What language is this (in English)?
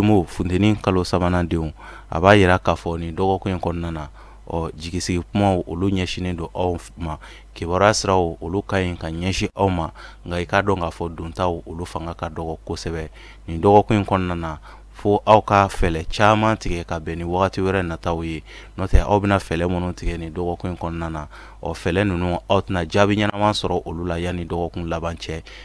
Bambara